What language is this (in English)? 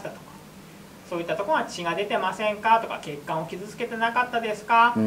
Japanese